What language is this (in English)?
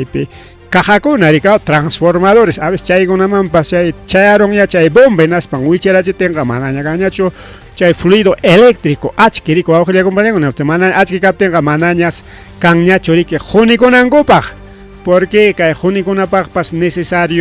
Ayacucho Quechua